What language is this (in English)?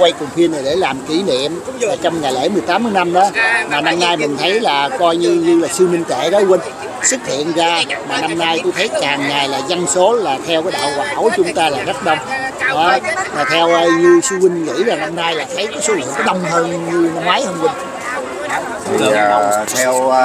Vietnamese